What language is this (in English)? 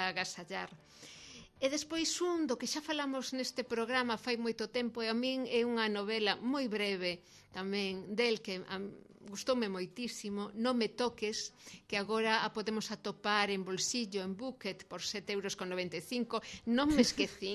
Galician